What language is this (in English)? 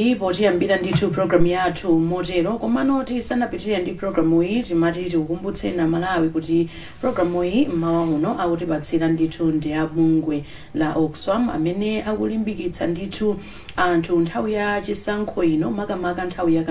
Nyanja